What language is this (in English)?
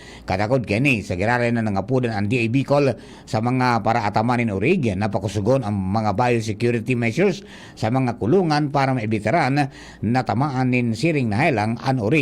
Bikol